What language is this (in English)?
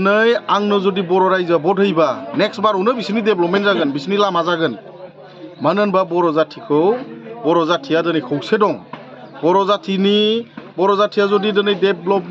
Bodo